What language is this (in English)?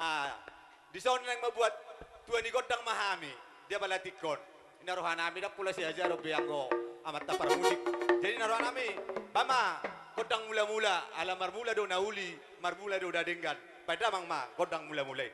Batak Toba